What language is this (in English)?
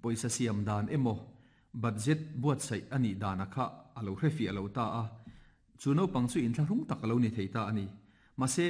Mizo